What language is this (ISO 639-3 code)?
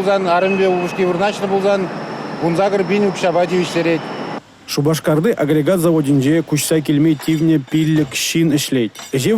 chv